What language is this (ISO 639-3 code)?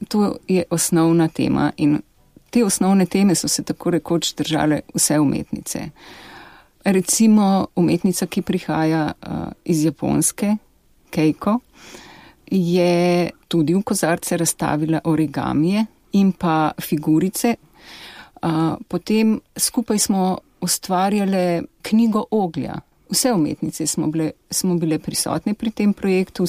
slv